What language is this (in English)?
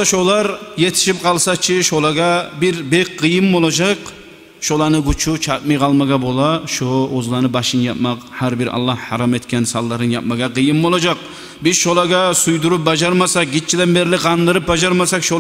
Kumyk